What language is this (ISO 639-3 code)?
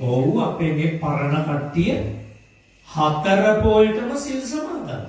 sin